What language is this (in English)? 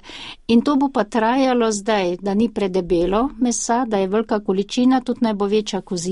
Slovenian